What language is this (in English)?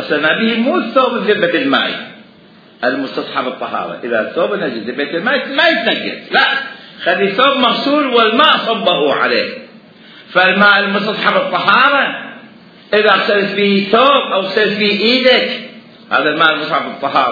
Mesopotamian Arabic